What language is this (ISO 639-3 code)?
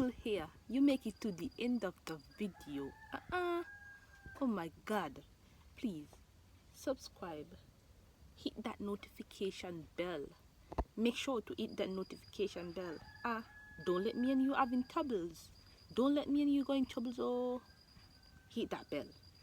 jam